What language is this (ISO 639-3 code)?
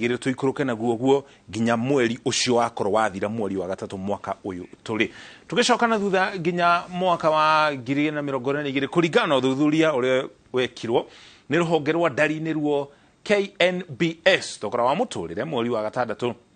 kik